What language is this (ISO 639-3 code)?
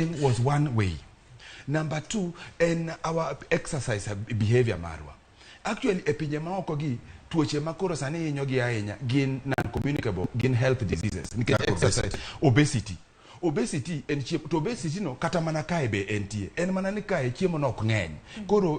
luo